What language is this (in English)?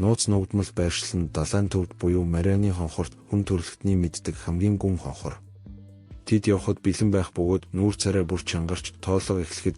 Mongolian